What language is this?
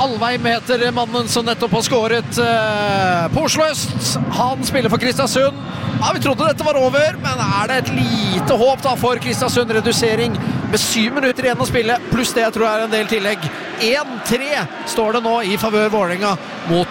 Norwegian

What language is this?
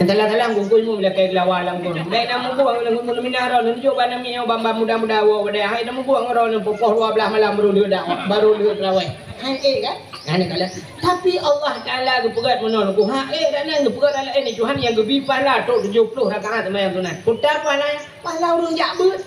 Achinese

